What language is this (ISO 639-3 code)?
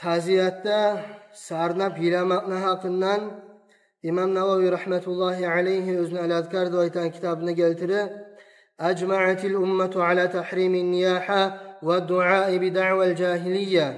kum